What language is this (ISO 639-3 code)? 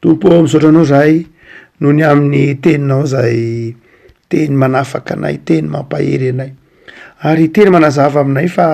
mlg